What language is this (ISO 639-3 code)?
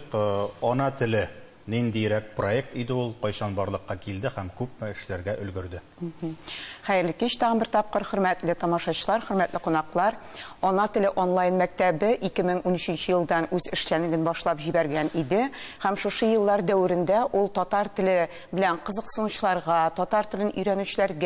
tat